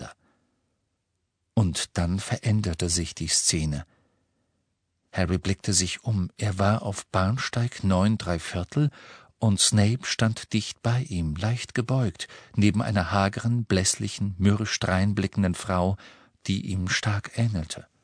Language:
German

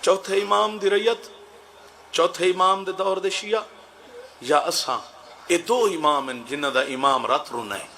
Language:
Saraiki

